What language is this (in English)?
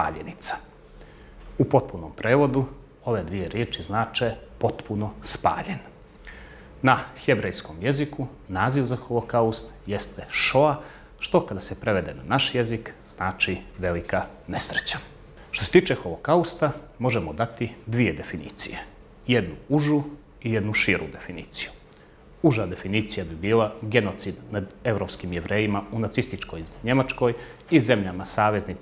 Bosnian